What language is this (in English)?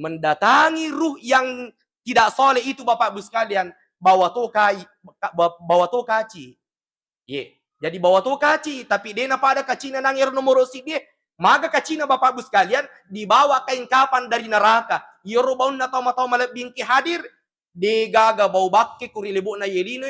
Buginese